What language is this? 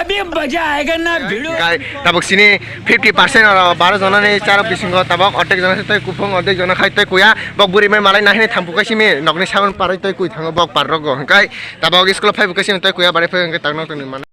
Kok Borok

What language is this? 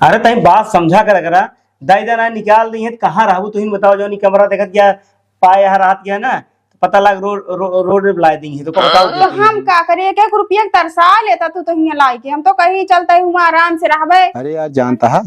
Awadhi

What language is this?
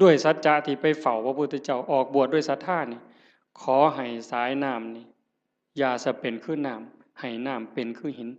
Northeastern Thai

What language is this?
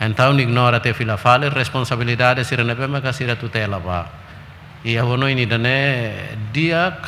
Tetum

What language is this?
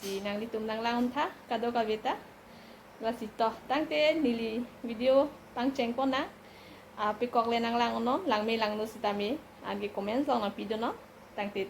Karbi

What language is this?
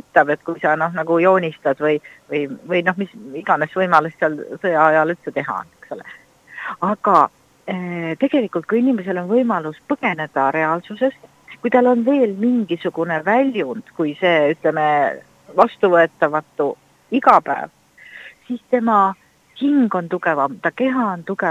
Estonian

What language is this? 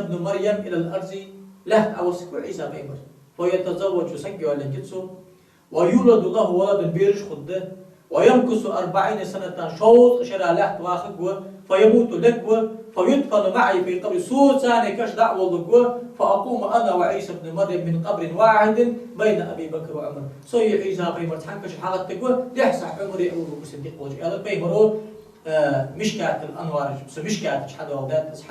Ingush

